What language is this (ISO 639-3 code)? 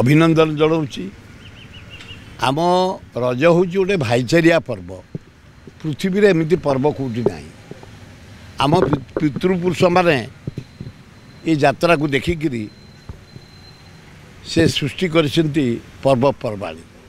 ori